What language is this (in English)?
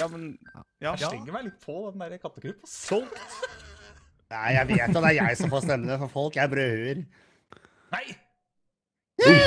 Norwegian